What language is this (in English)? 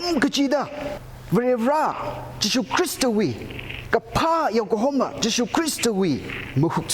Tangkhul Naga (India)